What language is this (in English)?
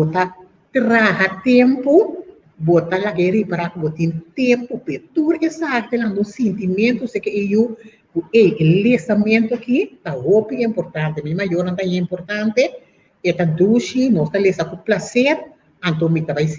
Papiamento